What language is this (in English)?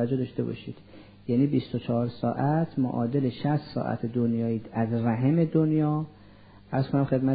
Persian